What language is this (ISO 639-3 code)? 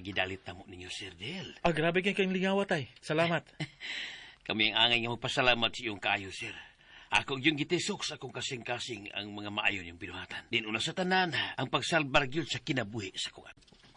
ceb